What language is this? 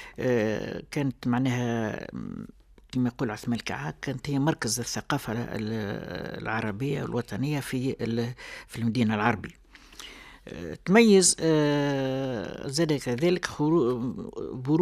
Tunisian Arabic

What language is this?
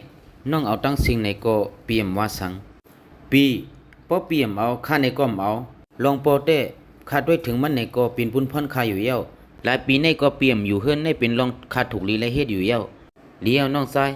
Shan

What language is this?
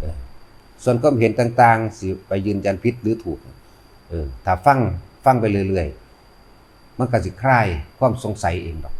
Northeastern Thai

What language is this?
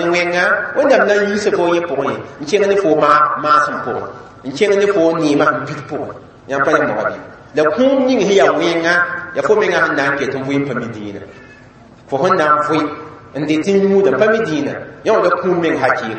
Mossi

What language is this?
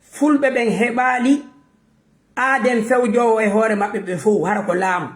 Fula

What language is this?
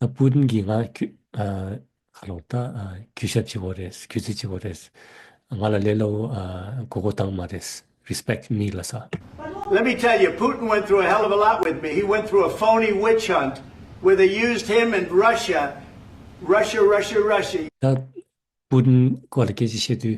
Tibetan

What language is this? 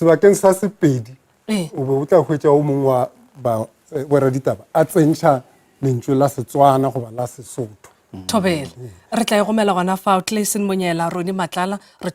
Northern Sotho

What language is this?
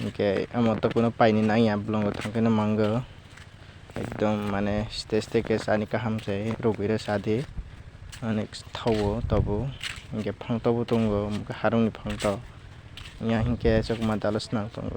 Kok Borok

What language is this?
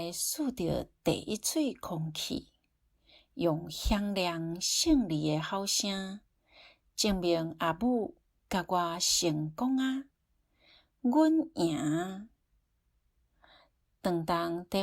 Min Nan Chinese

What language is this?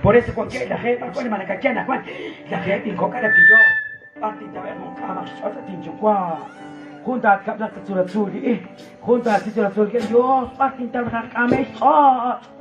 Kekchí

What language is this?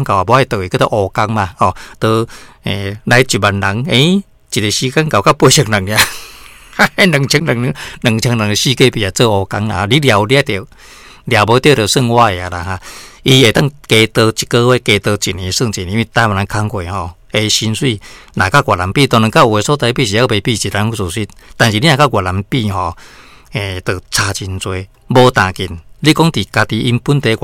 Min Nan Chinese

